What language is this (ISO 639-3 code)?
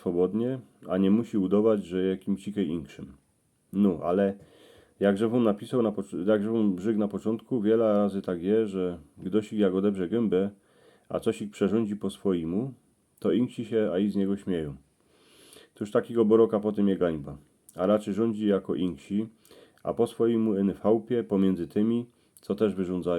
szl